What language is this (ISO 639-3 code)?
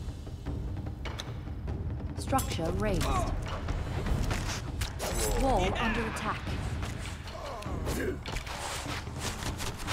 deu